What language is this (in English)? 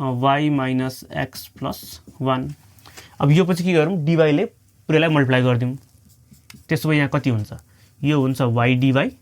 Nepali